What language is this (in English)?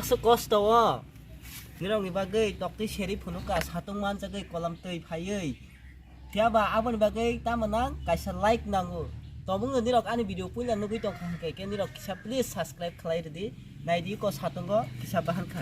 Kok Borok